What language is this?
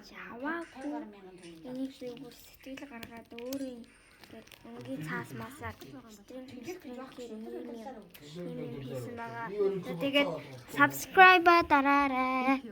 Mongolian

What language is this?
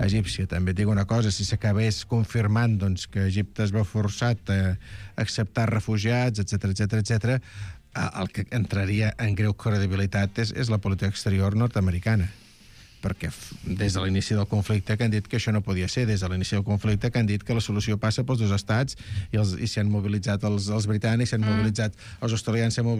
Catalan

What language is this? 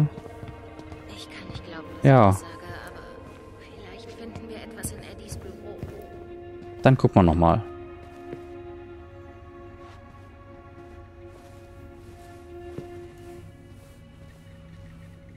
German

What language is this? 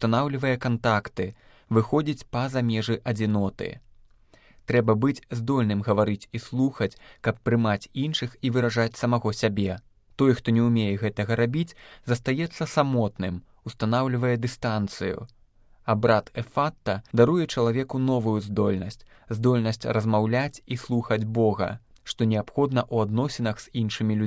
Belarusian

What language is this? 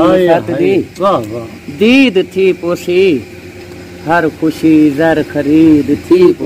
Saraiki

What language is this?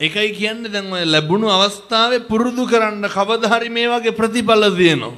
Sinhala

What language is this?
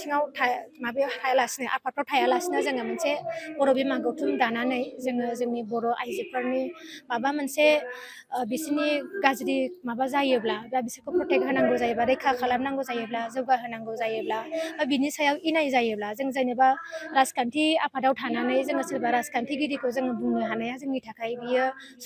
Bodo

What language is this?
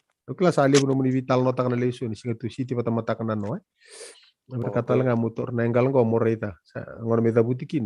Fijian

